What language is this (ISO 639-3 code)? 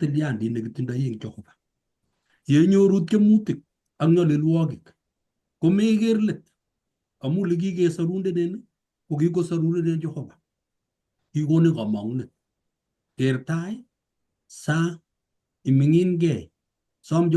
kln